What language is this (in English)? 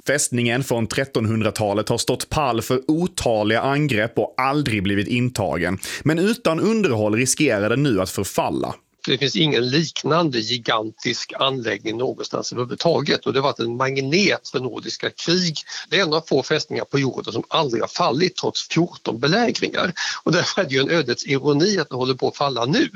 Swedish